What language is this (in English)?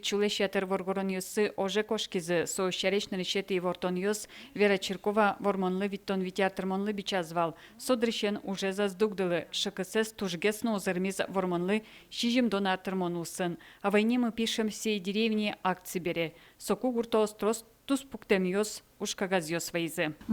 Udmurt